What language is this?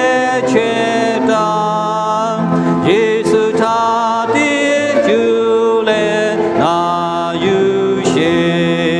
Lahu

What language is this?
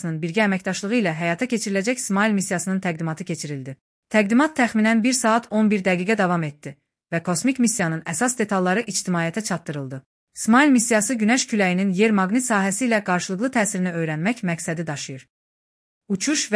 Azerbaijani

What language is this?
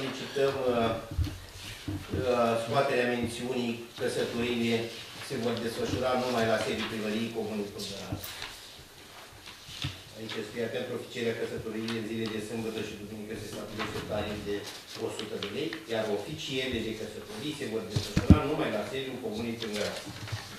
Romanian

